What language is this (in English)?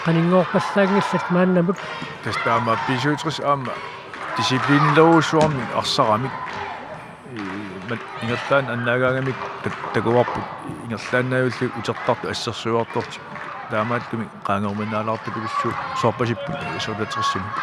Kalaallisut